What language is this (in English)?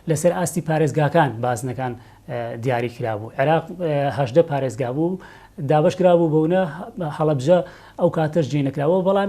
Central Kurdish